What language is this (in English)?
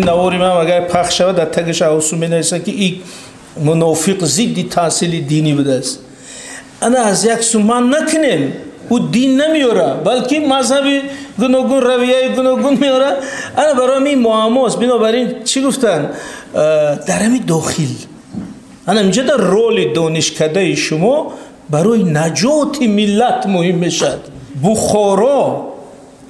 Tajik